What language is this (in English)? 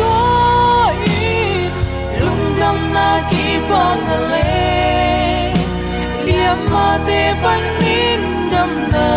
Tedim Chin